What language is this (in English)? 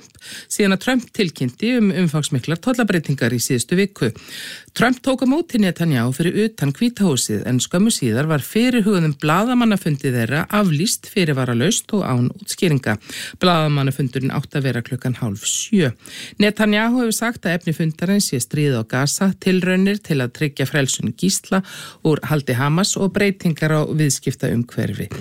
Icelandic